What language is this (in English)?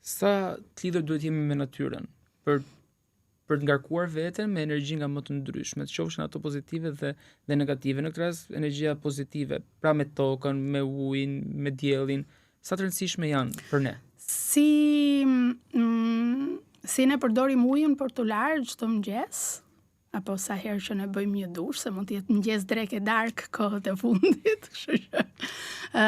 Albanian